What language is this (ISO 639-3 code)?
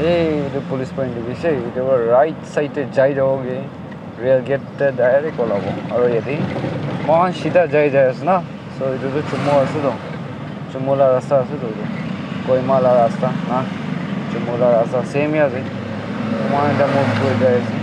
nag